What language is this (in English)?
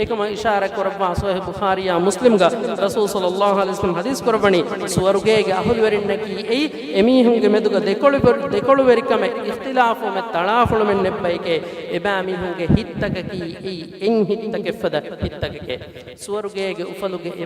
Divehi